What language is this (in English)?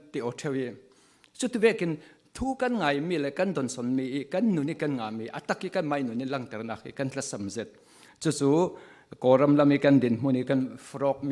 Falam Chin